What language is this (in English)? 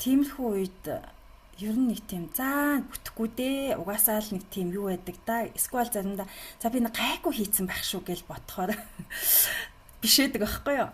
Mongolian